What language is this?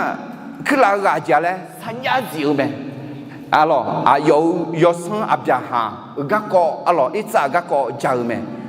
Akha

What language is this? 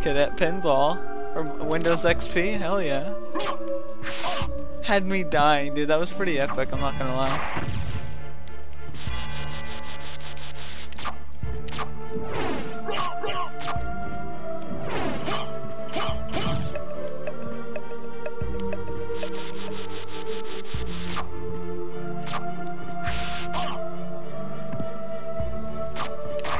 English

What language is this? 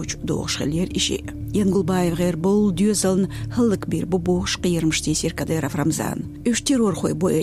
Chechen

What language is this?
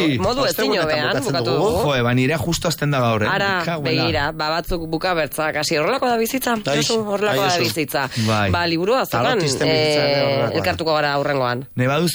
Basque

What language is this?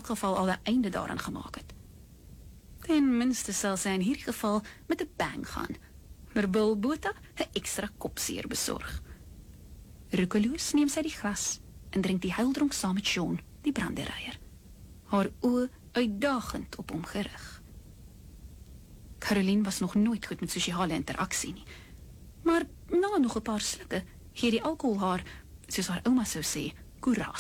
Afrikaans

